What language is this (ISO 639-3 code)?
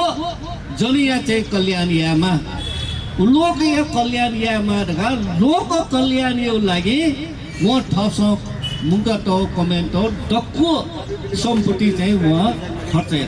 new